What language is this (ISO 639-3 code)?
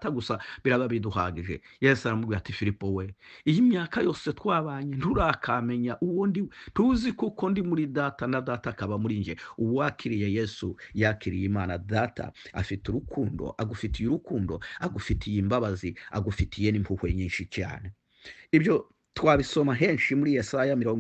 kin